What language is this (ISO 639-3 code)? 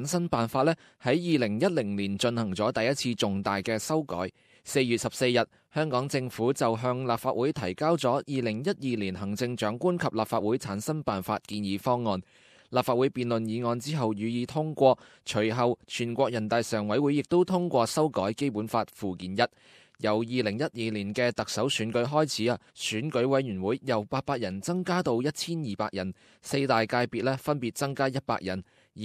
yue